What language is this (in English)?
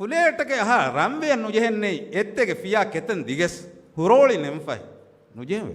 Divehi